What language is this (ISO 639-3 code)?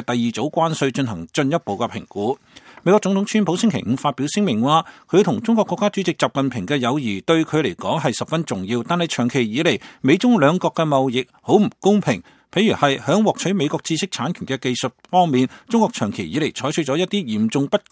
yue